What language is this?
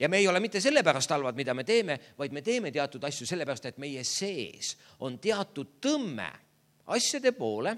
Estonian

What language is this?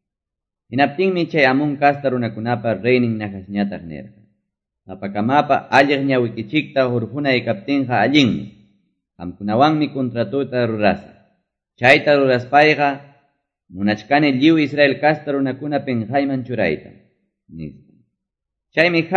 Quechua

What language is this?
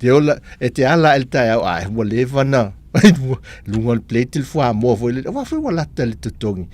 Samoan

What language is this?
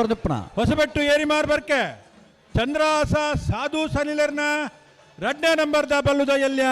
Tulu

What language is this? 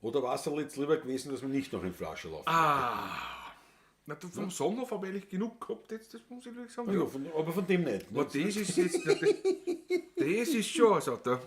Bavarian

